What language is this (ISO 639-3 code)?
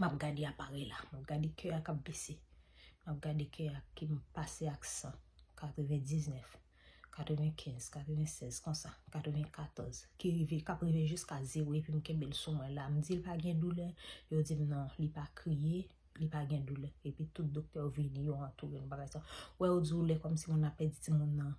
hat